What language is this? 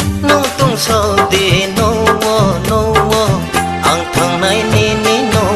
Riang (India)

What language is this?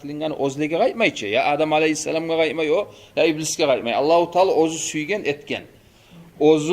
Kumyk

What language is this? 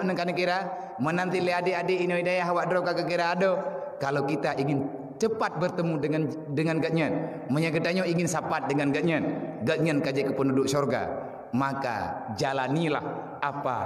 Achinese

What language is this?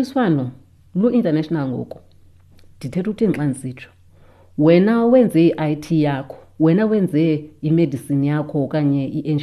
Xhosa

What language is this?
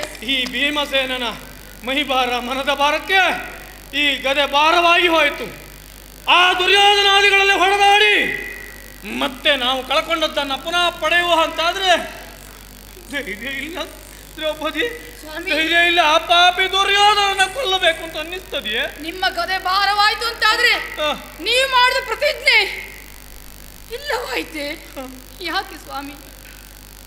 Kannada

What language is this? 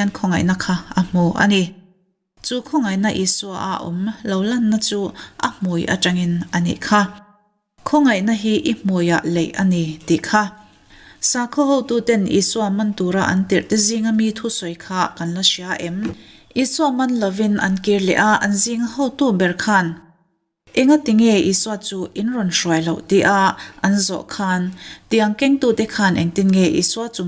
Mizo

